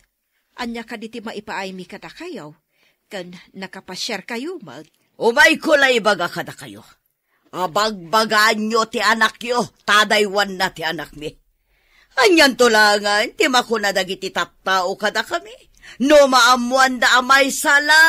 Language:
Iloko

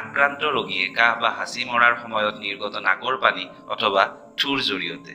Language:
Assamese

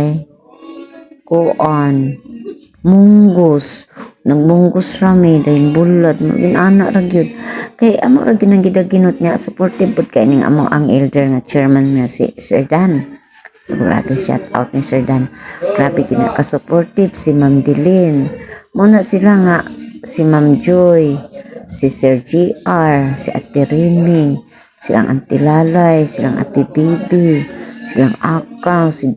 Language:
Cebuano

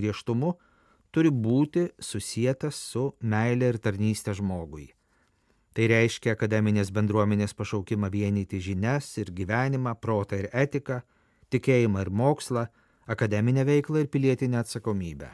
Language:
Lithuanian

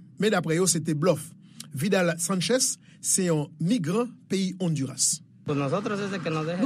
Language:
Haitian Creole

